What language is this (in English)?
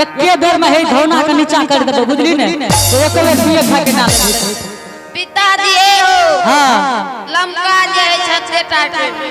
Angika